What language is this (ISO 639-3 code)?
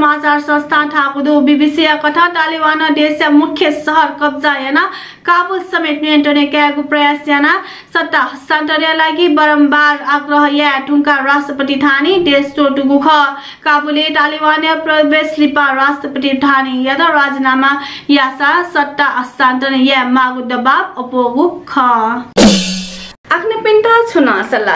new